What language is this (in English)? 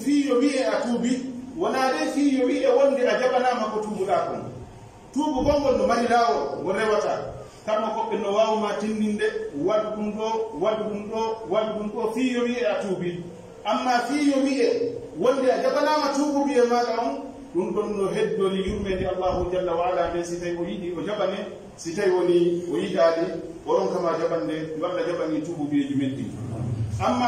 Pular